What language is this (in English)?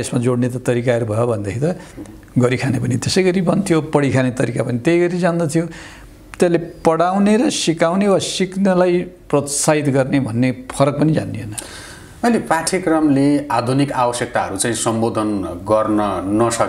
Nepali